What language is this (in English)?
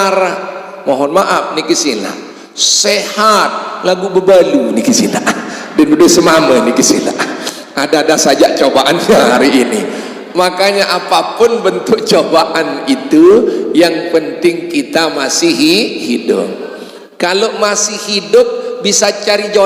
Sasak